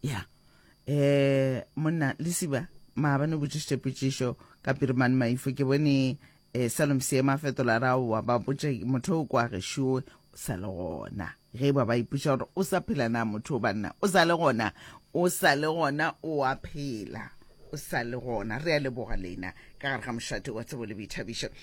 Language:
Northern Sotho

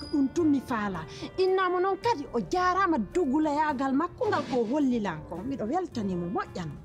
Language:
Pular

